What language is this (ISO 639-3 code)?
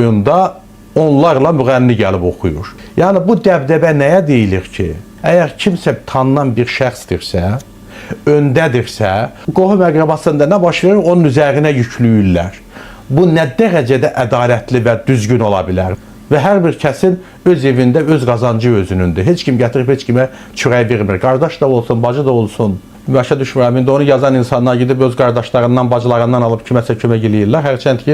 aze